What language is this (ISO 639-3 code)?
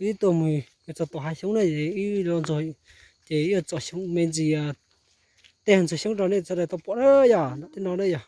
hmn